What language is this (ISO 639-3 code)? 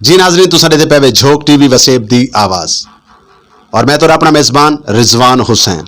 skr